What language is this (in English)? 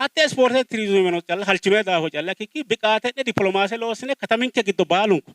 Sidamo